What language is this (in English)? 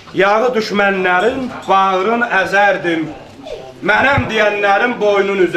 South Azerbaijani